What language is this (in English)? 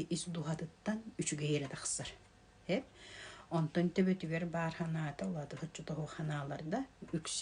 Yakut